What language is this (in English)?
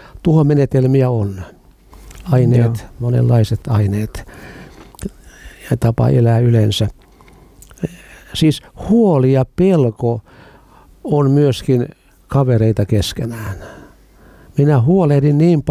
Finnish